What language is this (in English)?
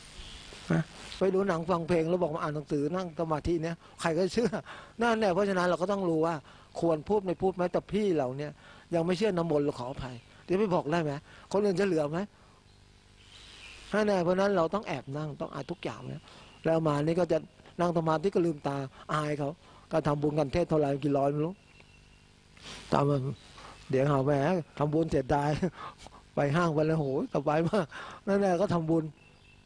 Thai